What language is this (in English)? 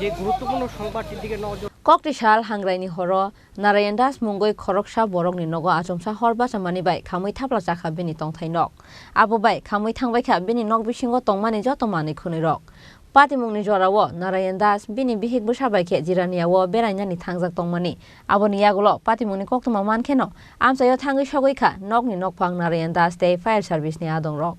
Kok Borok